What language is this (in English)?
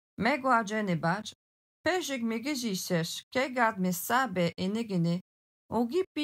Algonquin